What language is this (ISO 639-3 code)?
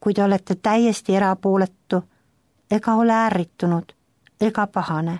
est